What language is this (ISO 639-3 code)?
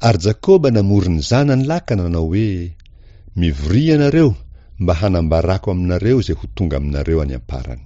mlg